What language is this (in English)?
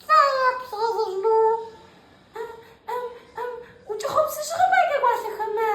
Adyghe